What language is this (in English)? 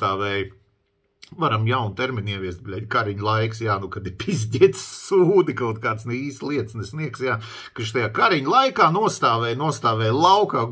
Latvian